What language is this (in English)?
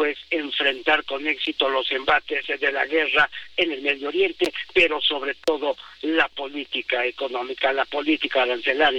Spanish